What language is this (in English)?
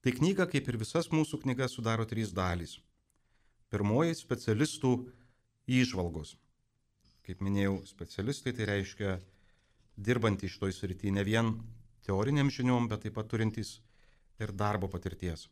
Lithuanian